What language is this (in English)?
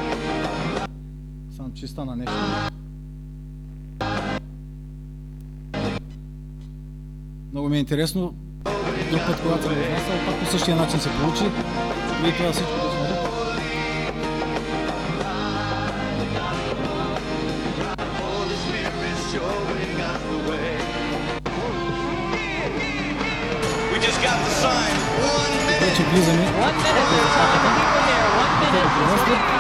Bulgarian